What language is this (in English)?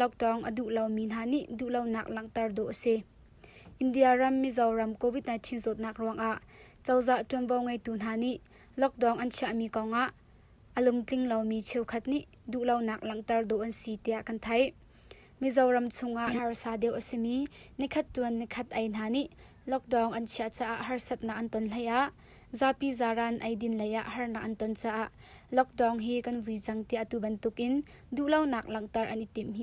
Hakha Chin